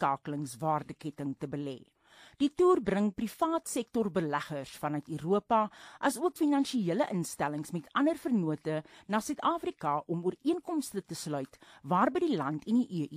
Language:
Afrikaans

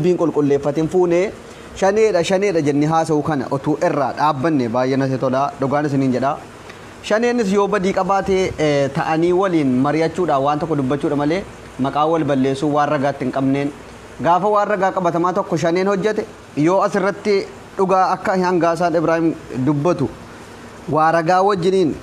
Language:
Oromo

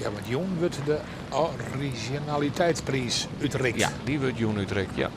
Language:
Western Frisian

